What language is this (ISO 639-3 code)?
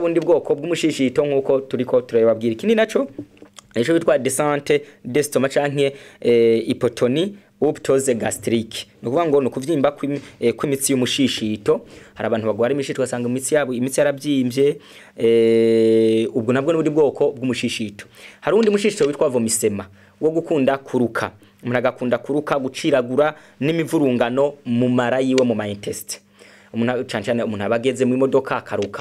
run